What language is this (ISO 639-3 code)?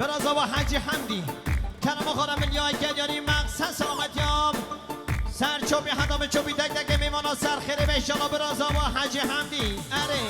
kur